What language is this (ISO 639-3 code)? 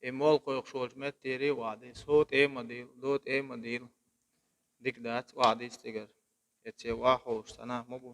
che